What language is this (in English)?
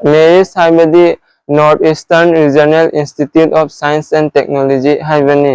Manipuri